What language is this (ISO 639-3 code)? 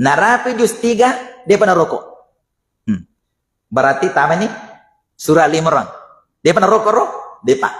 bug